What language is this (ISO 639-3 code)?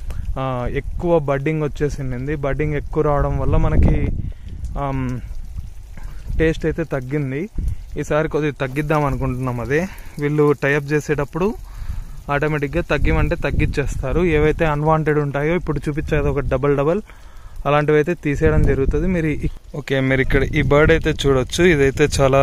tel